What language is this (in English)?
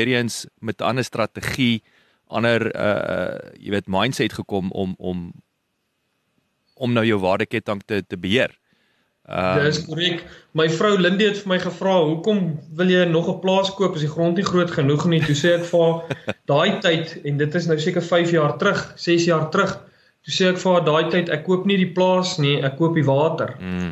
Afrikaans